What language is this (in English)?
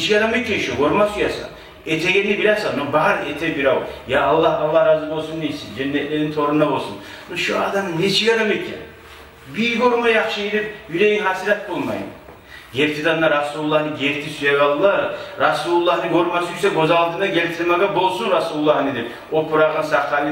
Kumyk